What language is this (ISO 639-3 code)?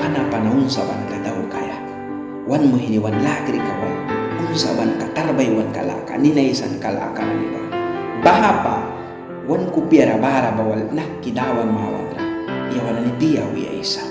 miq